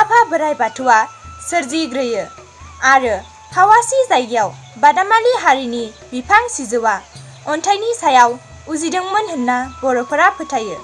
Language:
Bodo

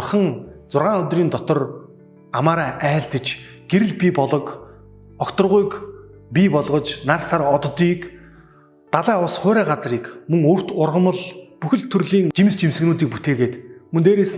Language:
Mongolian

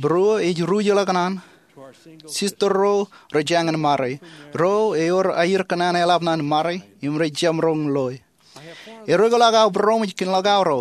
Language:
Marshallese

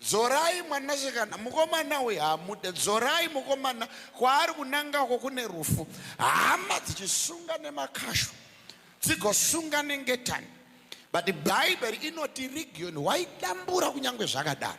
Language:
Shona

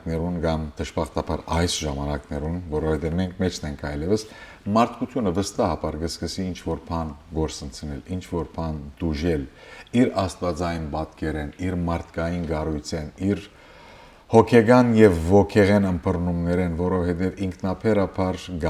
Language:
Western Armenian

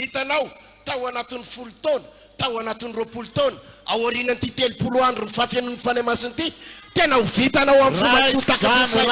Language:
Malagasy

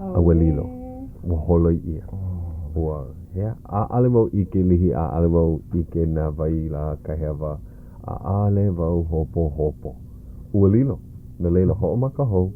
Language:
Hawaiian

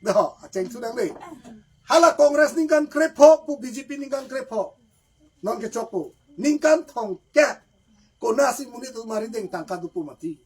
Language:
Karbi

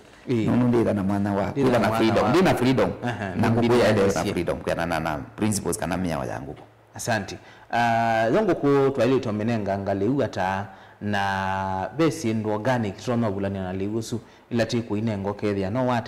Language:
Kamba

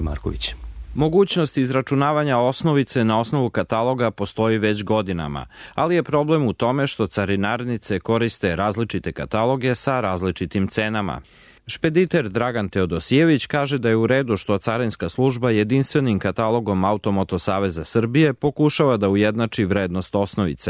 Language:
Serbian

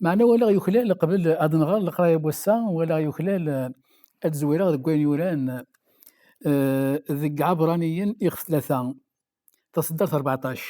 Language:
Kabyle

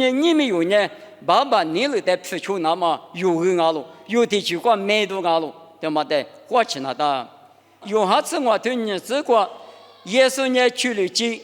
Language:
Lisu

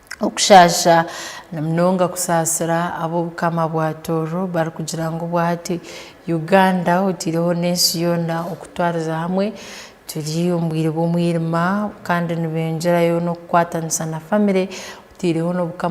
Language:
Tooro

